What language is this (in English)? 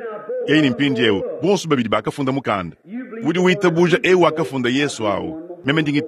Luba-Lulua